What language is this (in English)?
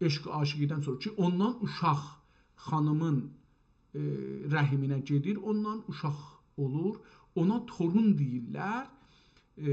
South Azerbaijani